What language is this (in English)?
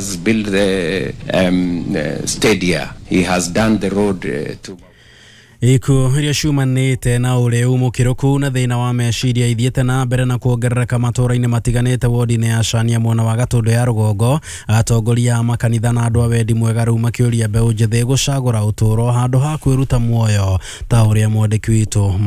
Kikuyu